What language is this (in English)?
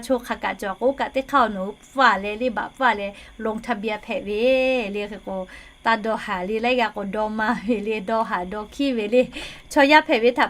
Lahu